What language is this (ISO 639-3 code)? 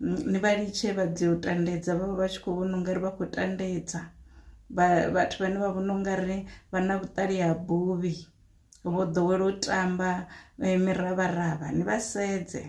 ven